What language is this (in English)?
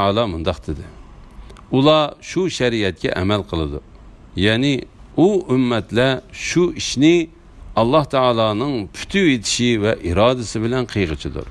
Uyghur